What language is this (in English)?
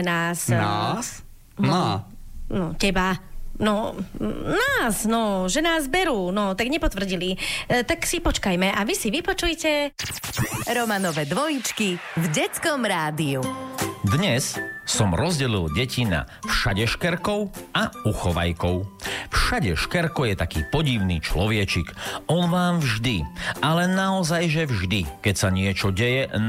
Slovak